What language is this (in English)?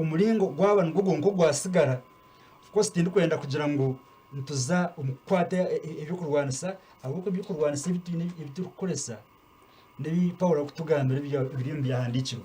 Nyankole